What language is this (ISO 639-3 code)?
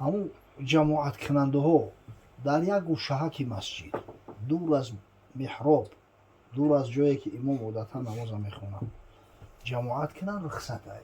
tgk